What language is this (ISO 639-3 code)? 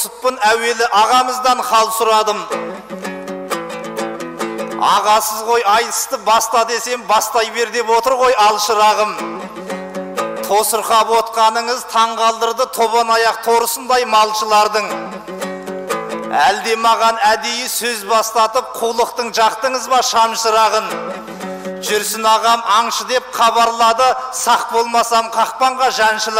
kaz